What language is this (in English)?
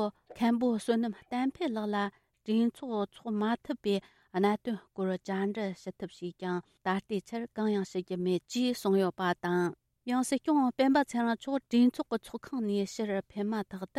Tibetan